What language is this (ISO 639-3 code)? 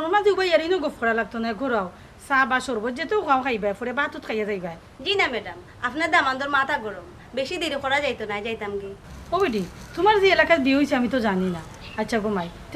syl